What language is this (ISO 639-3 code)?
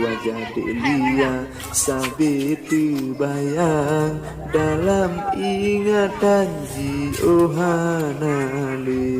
ace